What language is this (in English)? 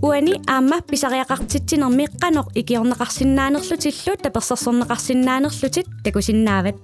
Kalaallisut